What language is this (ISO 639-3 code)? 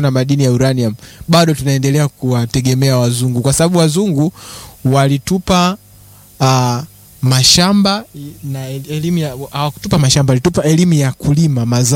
swa